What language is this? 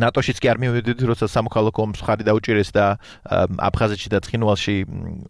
Georgian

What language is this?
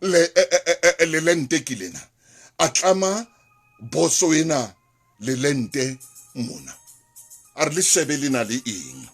Southern Sotho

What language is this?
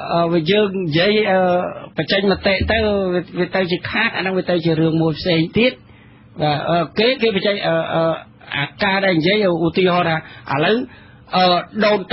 Khmer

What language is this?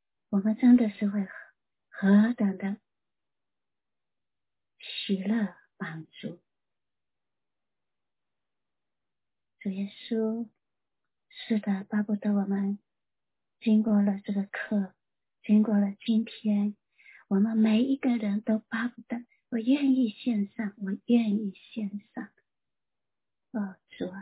Chinese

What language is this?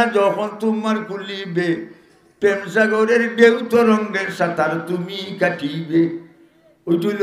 Sylheti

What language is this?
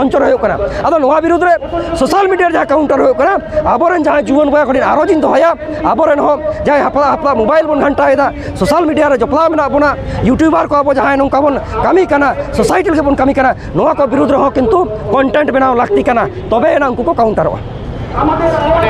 Santali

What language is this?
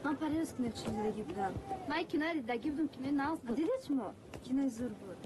Tajik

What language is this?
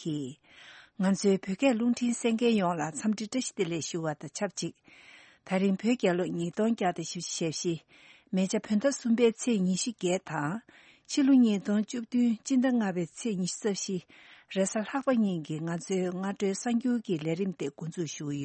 Tibetan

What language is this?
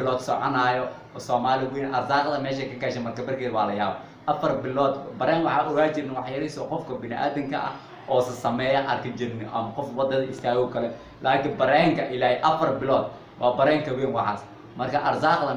Somali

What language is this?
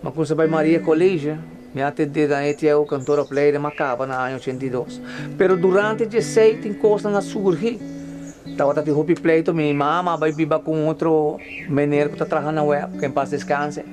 Papiamento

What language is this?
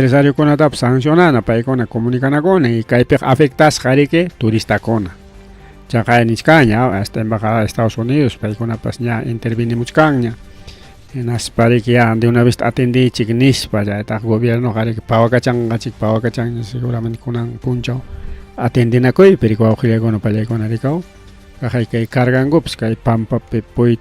Ayacucho Quechua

